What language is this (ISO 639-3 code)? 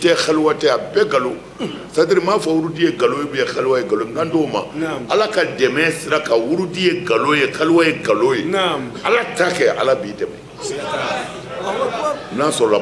bam